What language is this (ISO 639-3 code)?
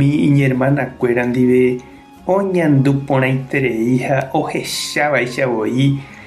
grn